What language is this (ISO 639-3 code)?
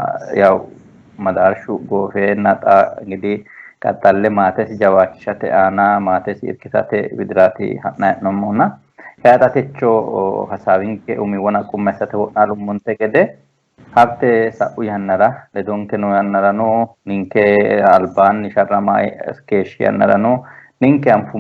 sid